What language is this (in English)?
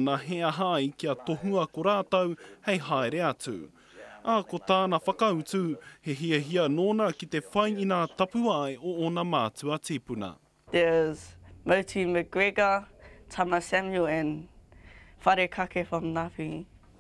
Māori